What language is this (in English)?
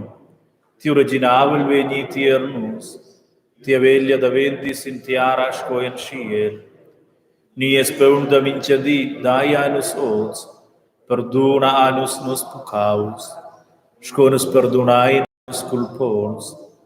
Romansh